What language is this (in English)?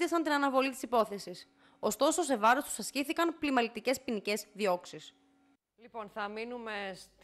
Greek